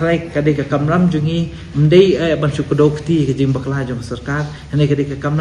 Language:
Khasi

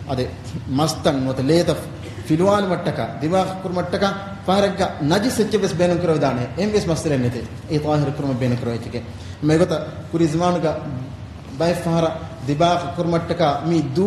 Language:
Divehi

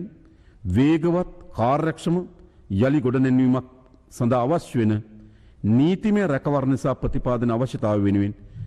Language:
Sinhala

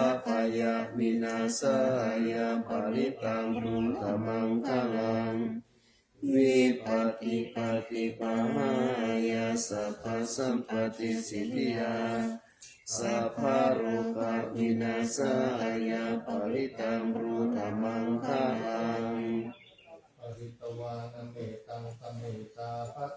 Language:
Pali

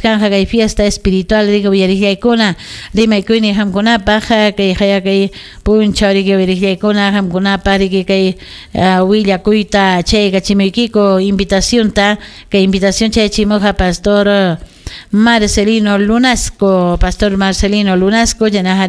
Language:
Ayacucho Quechua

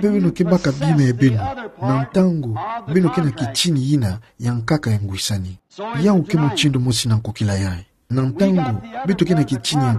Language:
Kituba (Democratic Republic of Congo)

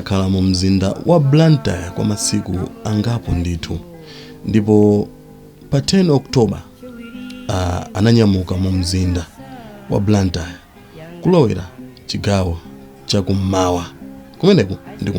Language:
Nyanja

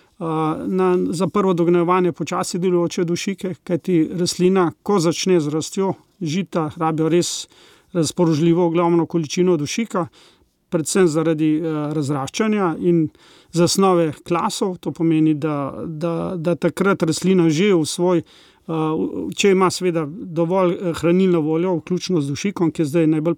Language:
Slovenian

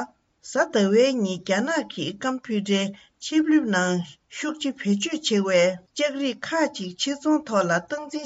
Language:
Tibetan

